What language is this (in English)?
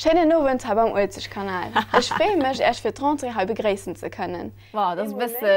Luxembourgish